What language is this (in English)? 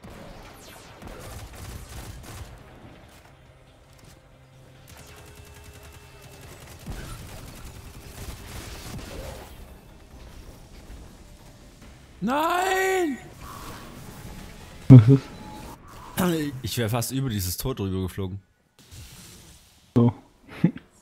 German